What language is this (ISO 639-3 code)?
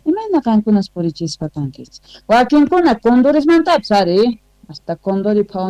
quh